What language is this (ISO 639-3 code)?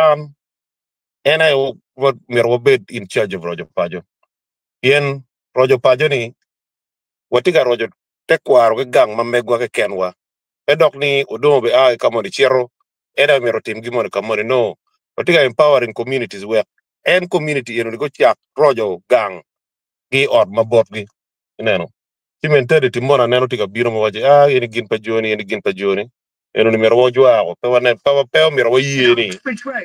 ach